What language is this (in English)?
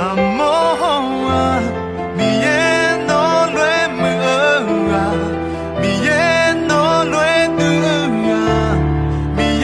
Akha